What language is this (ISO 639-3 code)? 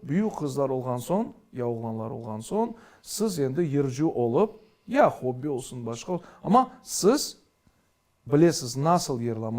crh